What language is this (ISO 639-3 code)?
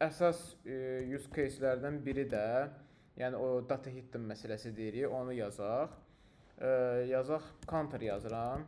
aze